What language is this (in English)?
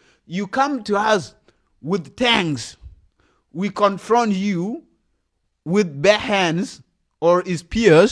Nuer